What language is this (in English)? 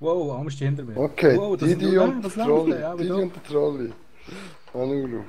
Swiss German